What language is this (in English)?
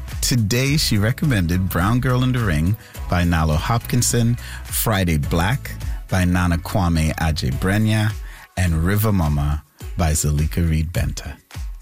English